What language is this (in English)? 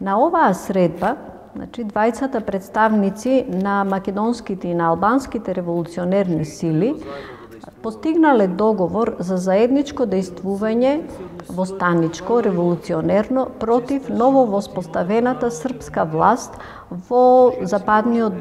Macedonian